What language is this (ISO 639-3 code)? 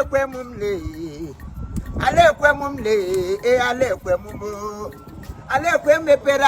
ibo